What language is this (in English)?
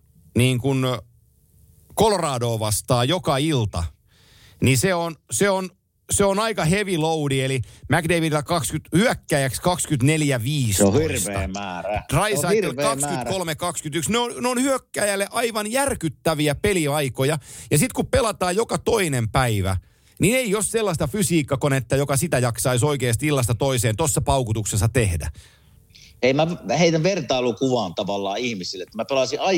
Finnish